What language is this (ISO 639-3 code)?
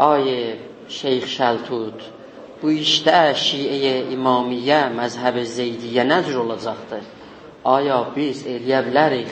azb